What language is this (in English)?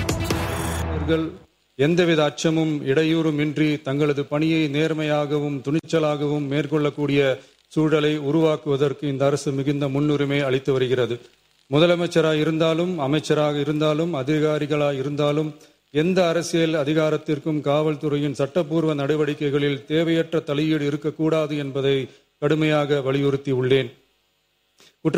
Tamil